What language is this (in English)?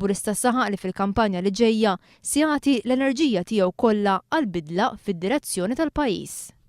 Maltese